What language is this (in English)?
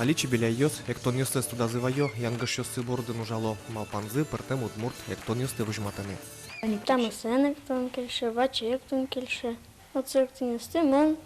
Udmurt